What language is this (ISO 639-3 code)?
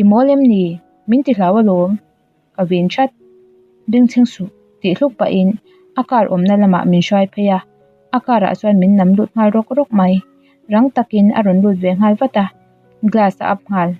lus